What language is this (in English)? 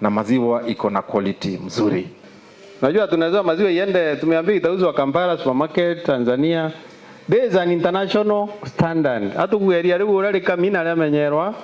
Meru